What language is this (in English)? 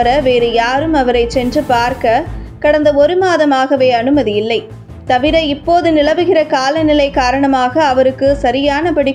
Tamil